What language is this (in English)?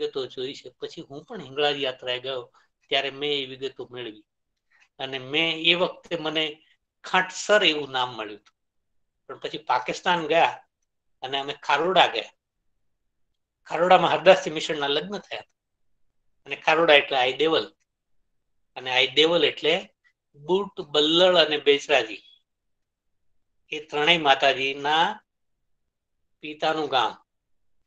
Gujarati